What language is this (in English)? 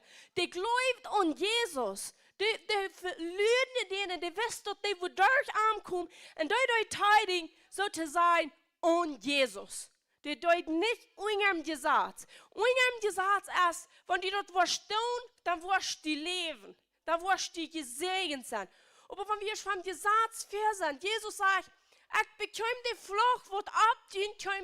Plautdietsch